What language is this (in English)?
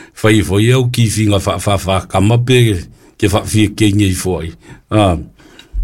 Samoan